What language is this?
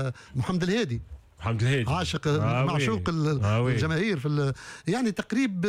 Tunisian Arabic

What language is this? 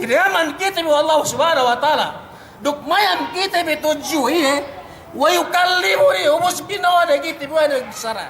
Yakan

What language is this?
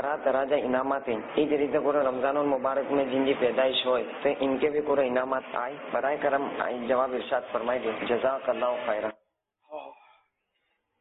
Urdu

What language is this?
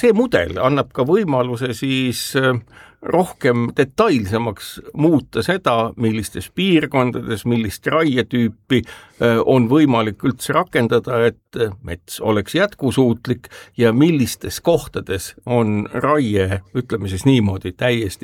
Estonian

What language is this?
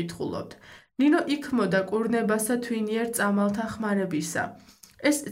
Georgian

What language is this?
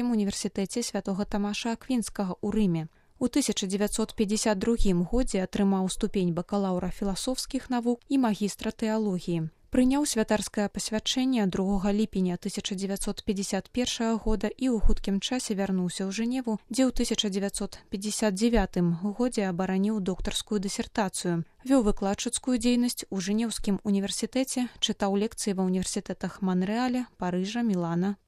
Belarusian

